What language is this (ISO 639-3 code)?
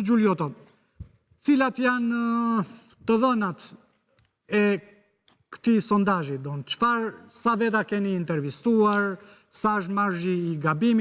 sqi